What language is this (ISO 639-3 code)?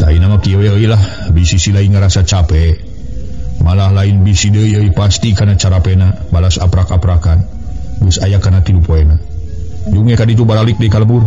sun